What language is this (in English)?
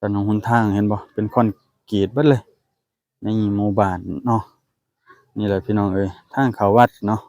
Lao